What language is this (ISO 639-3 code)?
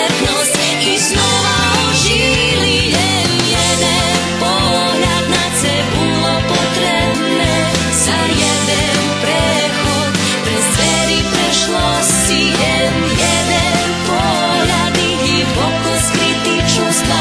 rue